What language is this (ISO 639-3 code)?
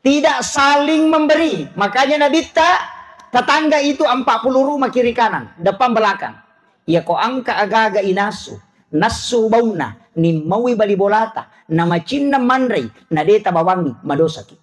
bug